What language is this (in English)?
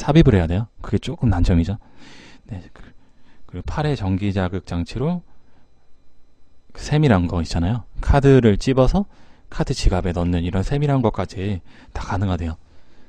Korean